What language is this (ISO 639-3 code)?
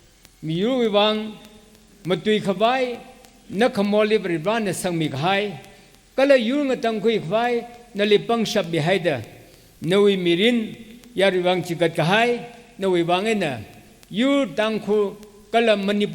nmf